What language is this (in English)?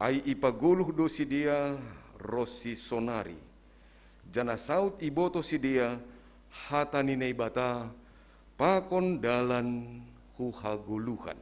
Batak Simalungun